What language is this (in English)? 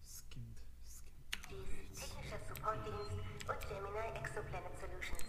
Bavarian